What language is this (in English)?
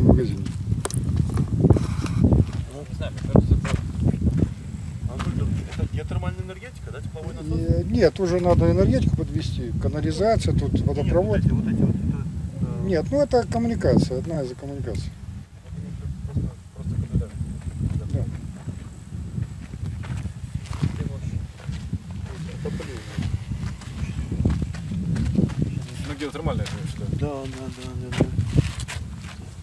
Russian